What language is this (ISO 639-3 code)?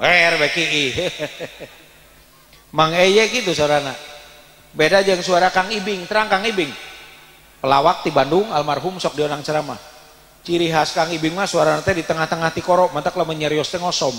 sun